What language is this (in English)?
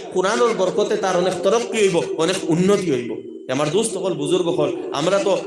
Sylheti